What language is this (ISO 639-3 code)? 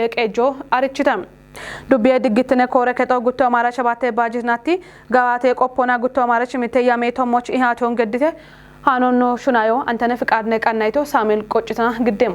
kbr